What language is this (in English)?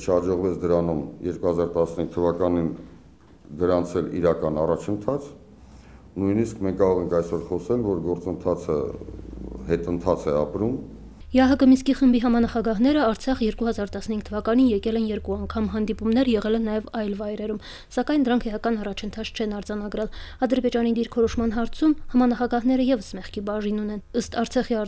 Armenian